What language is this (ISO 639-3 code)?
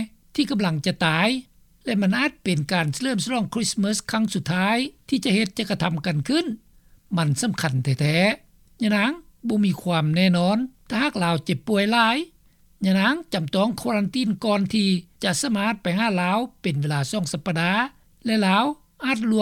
lao